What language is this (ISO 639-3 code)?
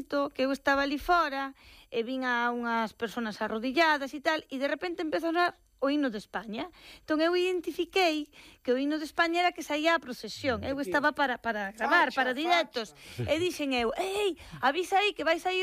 glg